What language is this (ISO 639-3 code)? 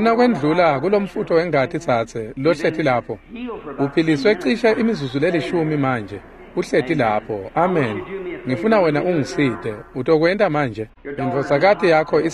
ssw